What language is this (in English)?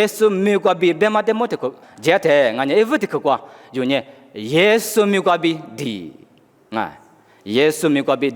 Lisu